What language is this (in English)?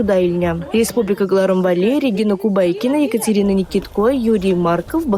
Chuvash